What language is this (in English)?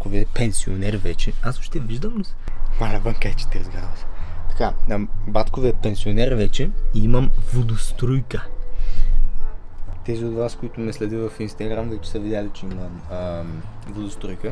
Bulgarian